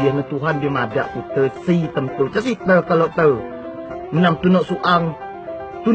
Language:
Rejang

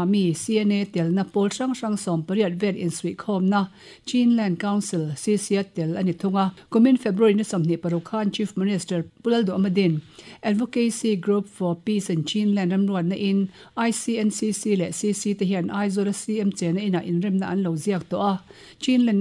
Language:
Mizo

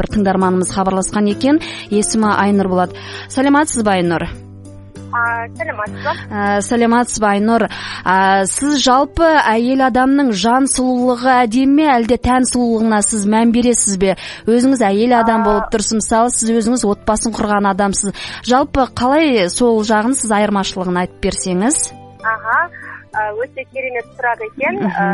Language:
Kazakh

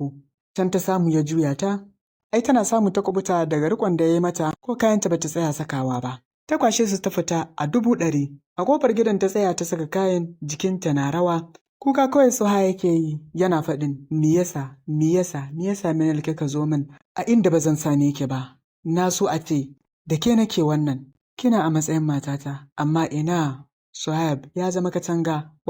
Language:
Hausa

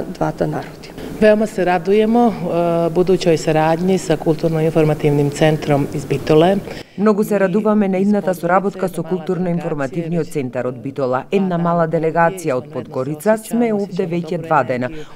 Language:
Macedonian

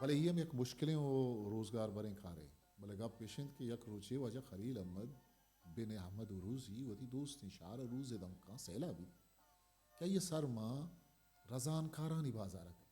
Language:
Eastern Balochi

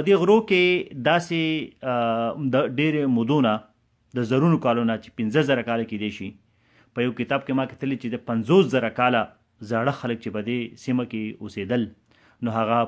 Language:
Pashto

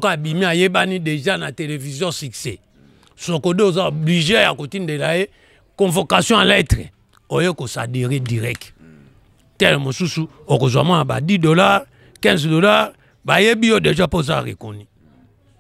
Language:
Lingala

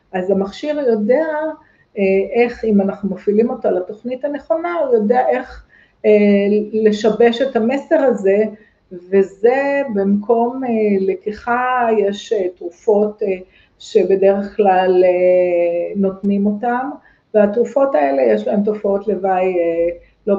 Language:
Hebrew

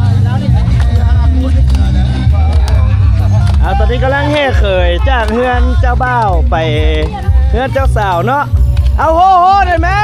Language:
Lao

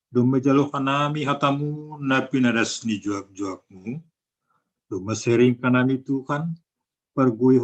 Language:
Batak Simalungun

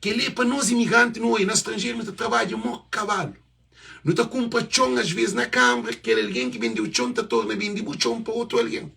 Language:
Kabuverdianu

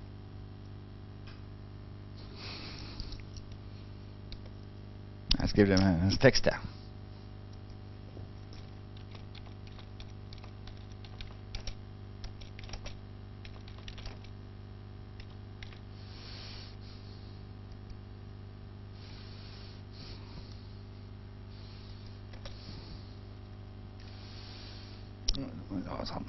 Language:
Norwegian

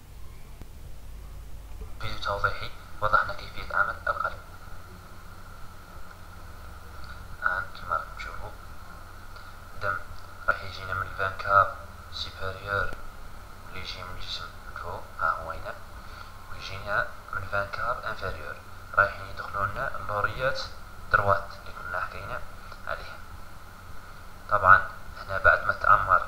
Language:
Algerian Arabic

